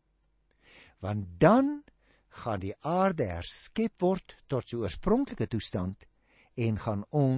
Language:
Afrikaans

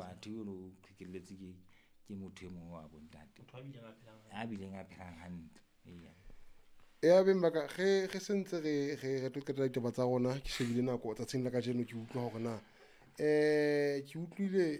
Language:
Southern Sotho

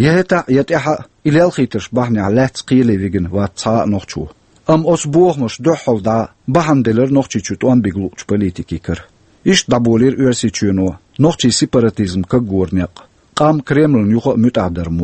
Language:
Chechen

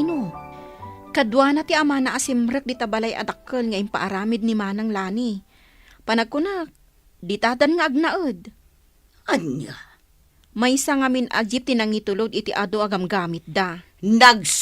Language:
Iloko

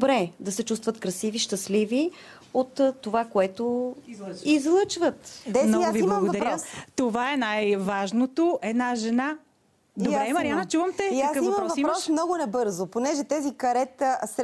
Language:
Bulgarian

